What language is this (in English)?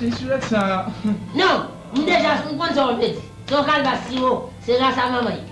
Haitian Creole